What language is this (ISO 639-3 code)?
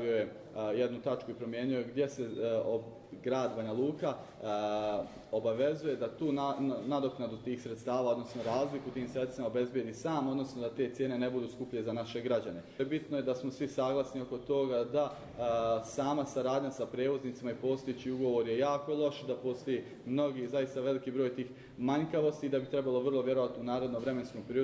hrv